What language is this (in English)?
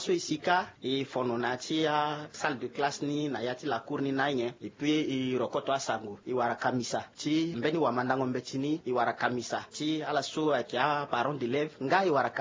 Sango